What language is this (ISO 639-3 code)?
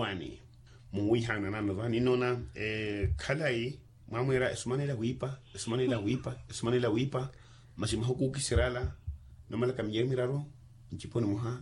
vmw